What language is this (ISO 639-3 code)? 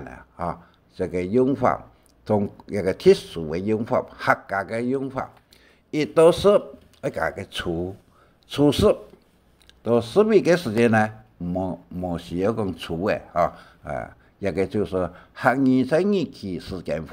hak